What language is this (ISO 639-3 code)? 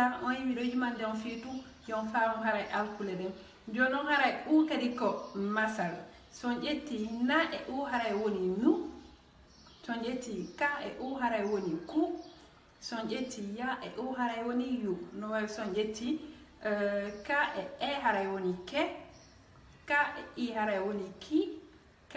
ful